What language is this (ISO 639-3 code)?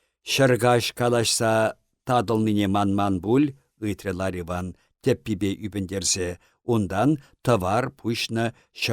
chv